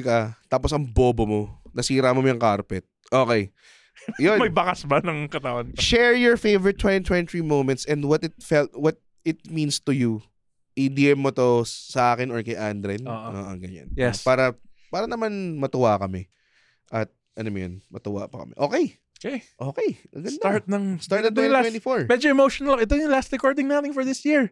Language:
Filipino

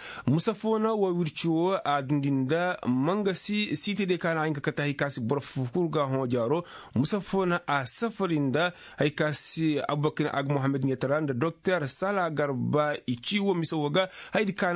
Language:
Koyraboro Senni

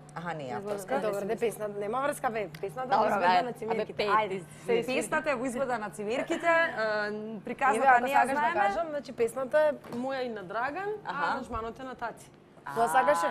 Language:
Macedonian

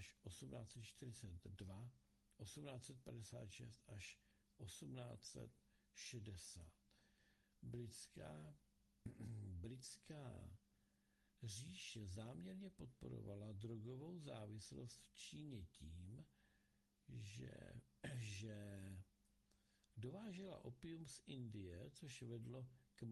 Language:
Czech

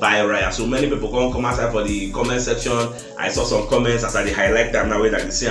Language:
Nigerian Pidgin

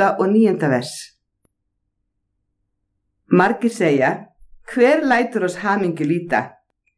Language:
Icelandic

